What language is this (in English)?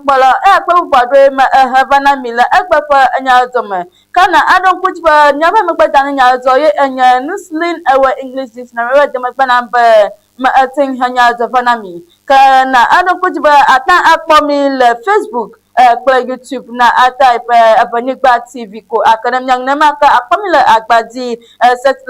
Ewe